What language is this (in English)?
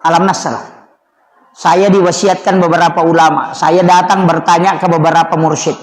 Buginese